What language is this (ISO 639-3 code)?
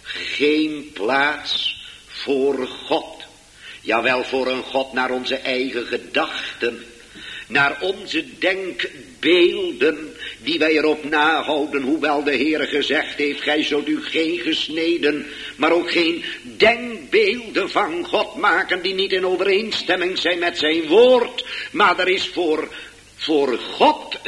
nld